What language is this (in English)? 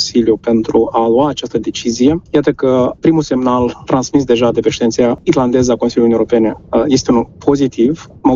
Romanian